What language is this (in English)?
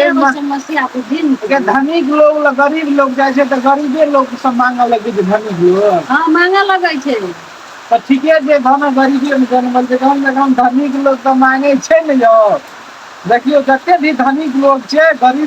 Maithili